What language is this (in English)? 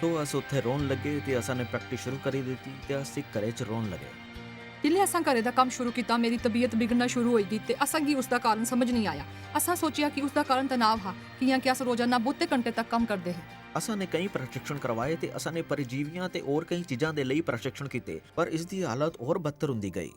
Dogri